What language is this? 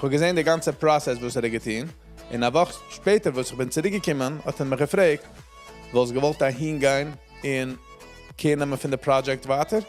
Yiddish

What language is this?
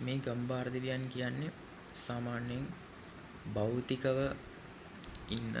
Sinhala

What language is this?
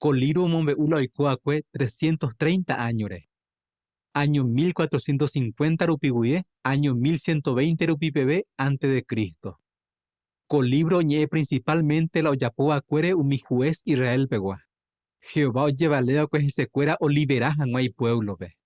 Guarani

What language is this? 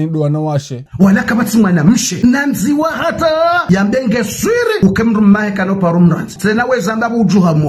Ngazidja Comorian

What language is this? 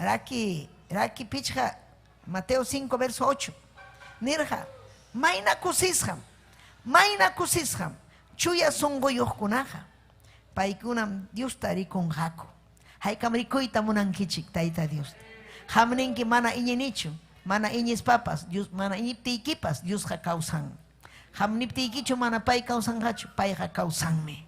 Ayacucho Quechua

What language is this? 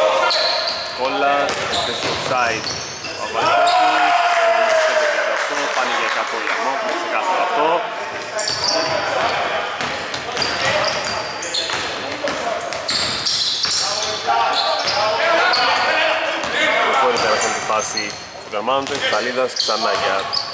Greek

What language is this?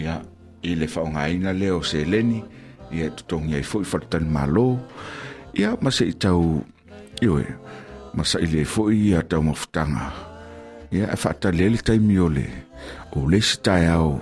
Samoan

